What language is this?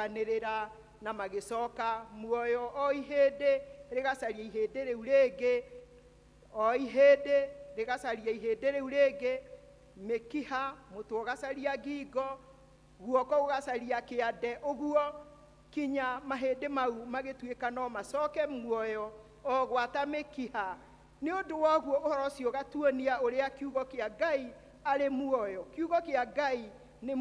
Kikuyu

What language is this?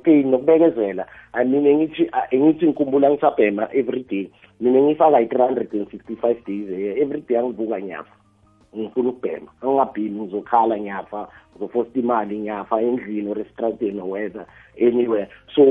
South Ndebele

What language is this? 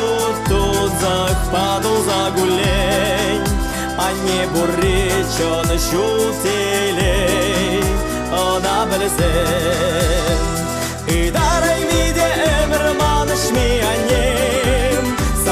Chuvash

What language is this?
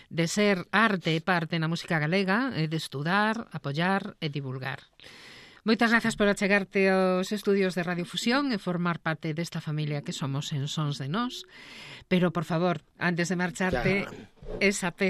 Galician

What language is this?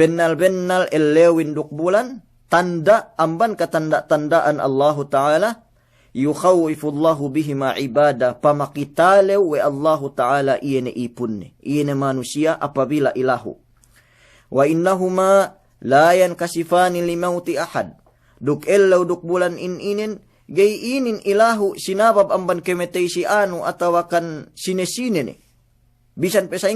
Yakan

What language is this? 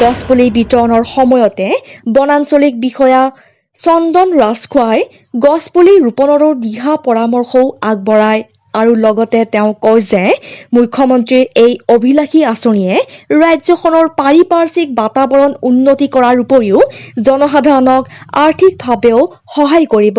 Assamese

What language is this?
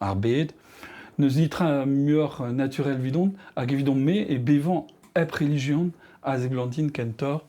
Breton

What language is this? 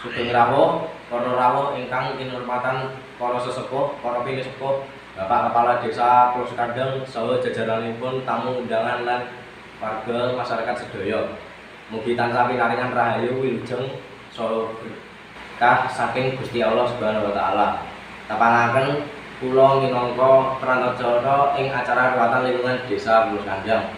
Javanese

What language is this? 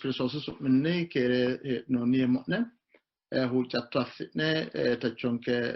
Sidamo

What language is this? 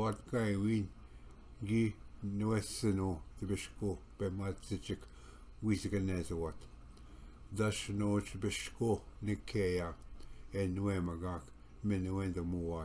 Ojibwa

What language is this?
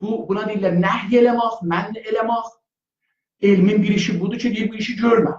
South Azerbaijani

